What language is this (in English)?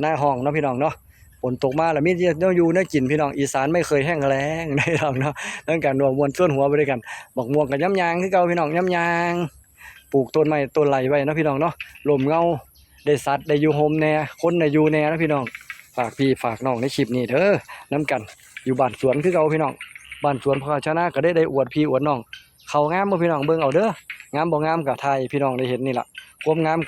Northeastern Thai